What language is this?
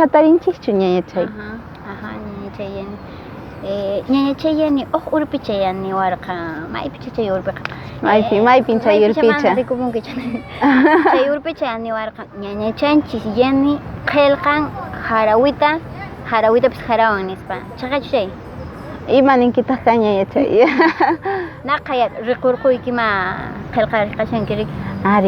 Quechua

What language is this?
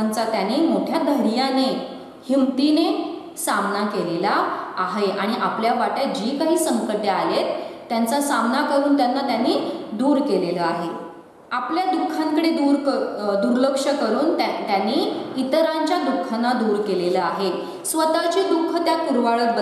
Marathi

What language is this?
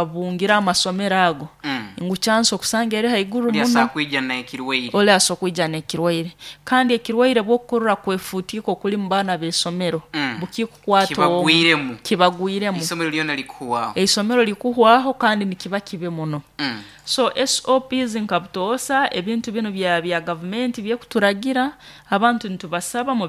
Nyoro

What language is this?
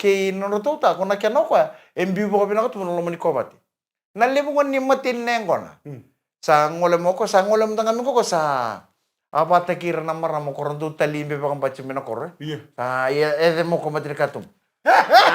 Fijian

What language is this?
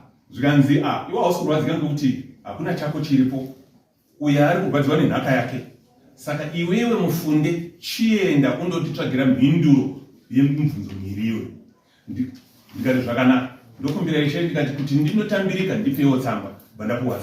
Shona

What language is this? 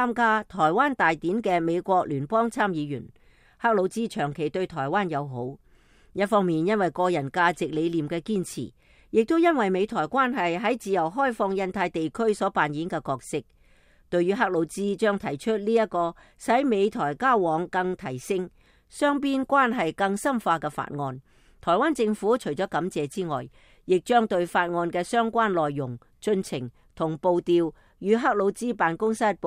Cantonese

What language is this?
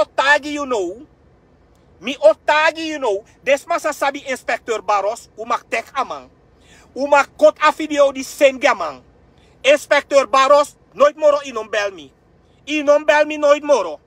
Sranan Tongo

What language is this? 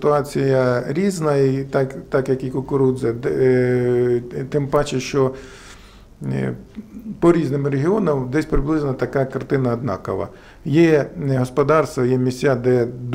Ukrainian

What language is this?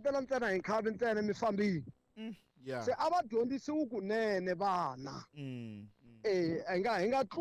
Tsonga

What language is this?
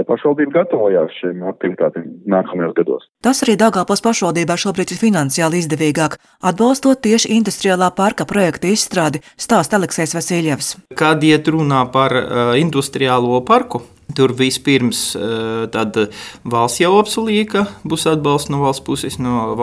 Latvian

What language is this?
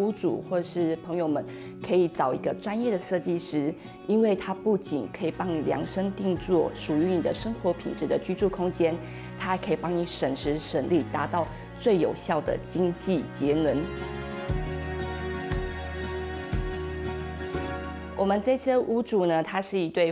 Chinese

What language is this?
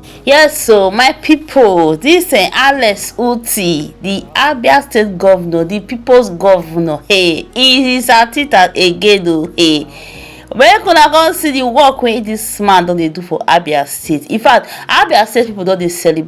Nigerian Pidgin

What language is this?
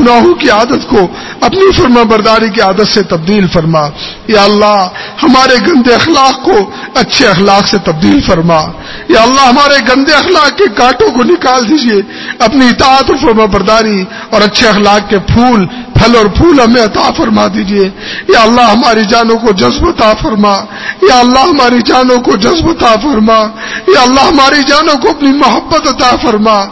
Urdu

